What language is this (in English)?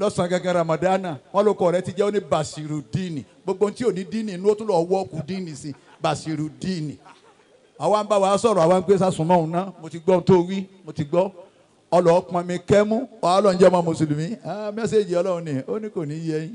Yoruba